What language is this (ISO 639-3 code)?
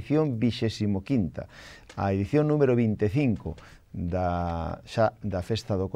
glg